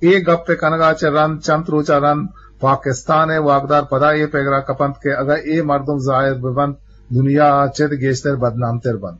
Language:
Eastern Balochi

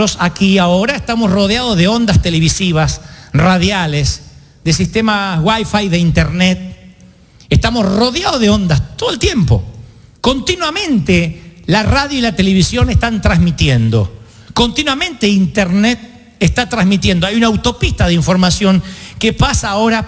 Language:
Spanish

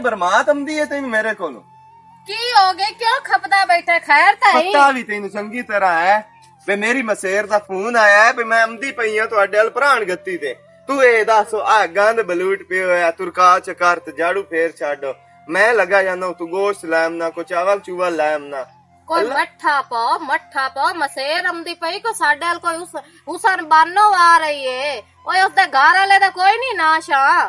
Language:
Western Panjabi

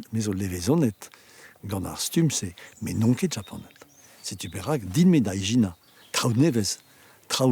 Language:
Breton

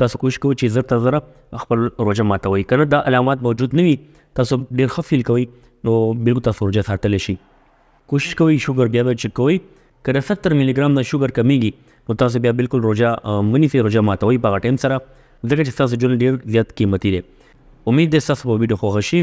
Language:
Pashto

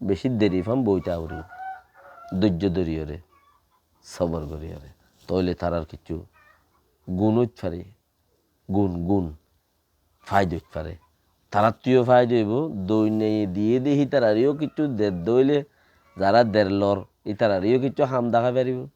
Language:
Rohingya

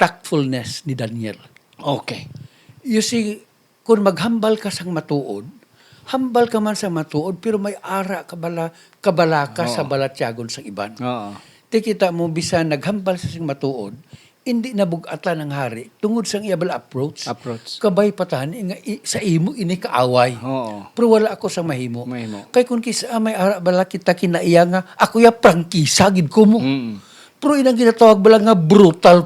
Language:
Hiligaynon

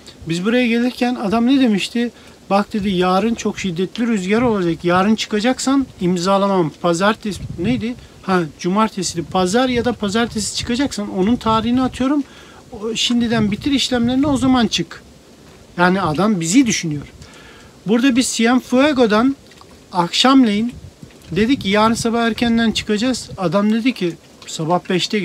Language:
Turkish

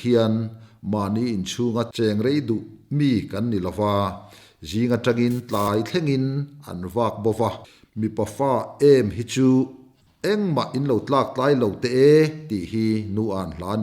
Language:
Mizo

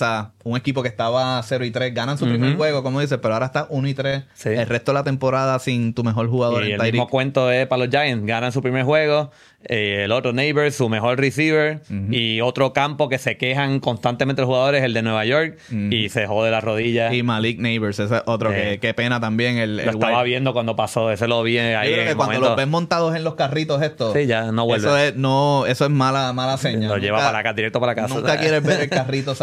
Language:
Spanish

